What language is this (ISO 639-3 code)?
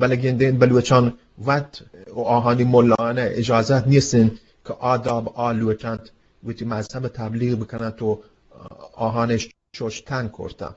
bgp